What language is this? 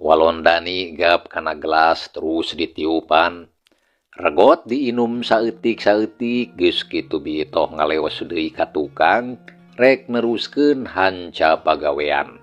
Sundanese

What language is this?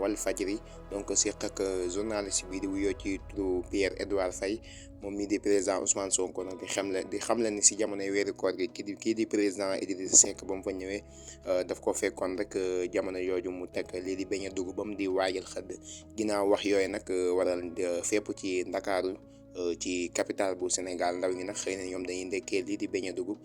Wolof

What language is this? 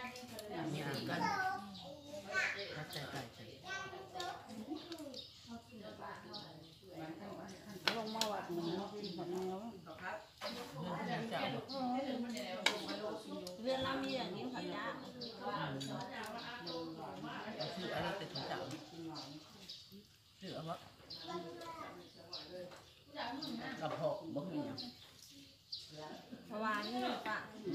Thai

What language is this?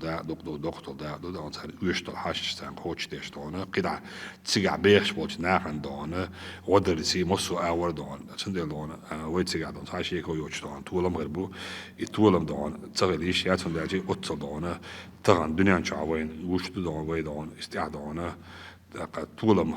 Chechen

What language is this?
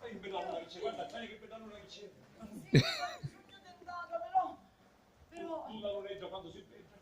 Sicilian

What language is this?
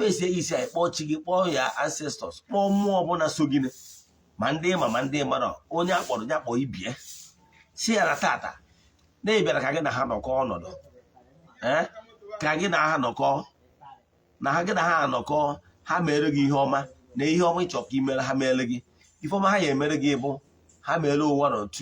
Igbo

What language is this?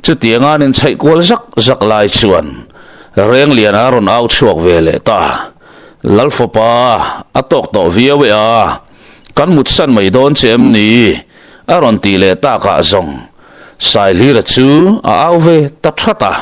Mizo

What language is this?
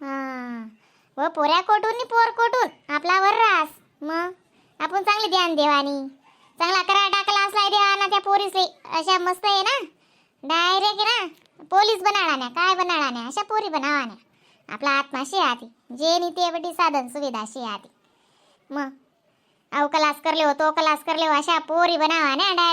Khandesi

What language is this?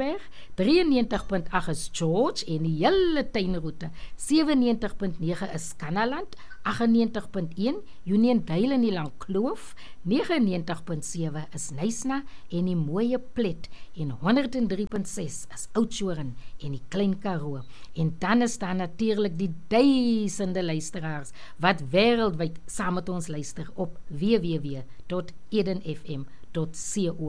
Afrikaans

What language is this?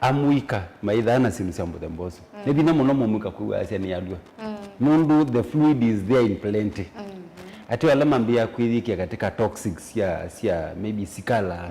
Kamba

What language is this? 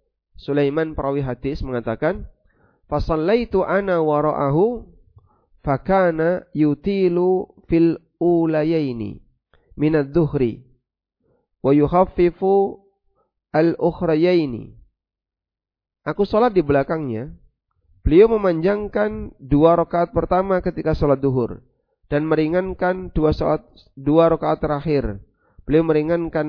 Indonesian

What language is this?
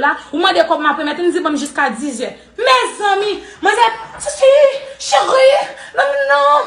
Haitian Creole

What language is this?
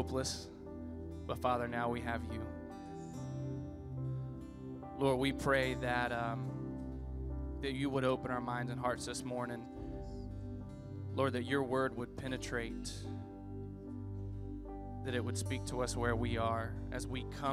English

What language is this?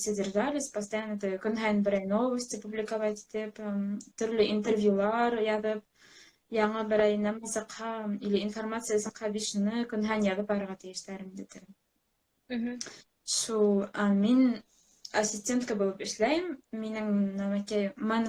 Bashkir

